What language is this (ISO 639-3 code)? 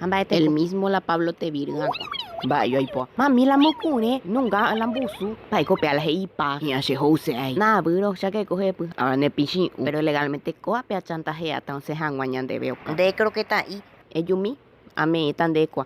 grn